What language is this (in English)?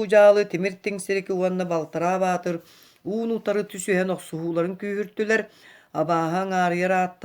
Yakut